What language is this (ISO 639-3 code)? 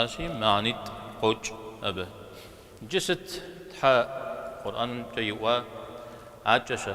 kbd